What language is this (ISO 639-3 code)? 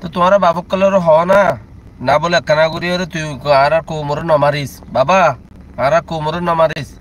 rhg